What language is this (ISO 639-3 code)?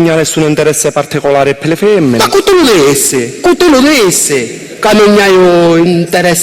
scn